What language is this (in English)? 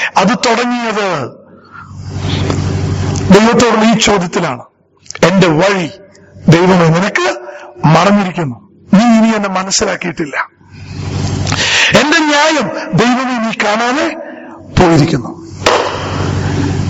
Malayalam